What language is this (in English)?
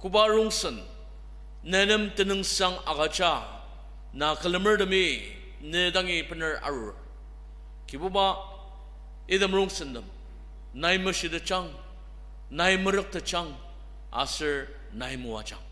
Ao Naga